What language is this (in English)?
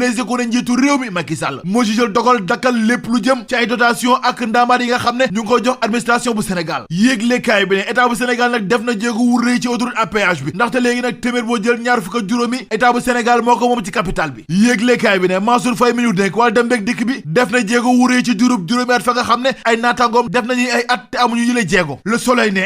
Wolof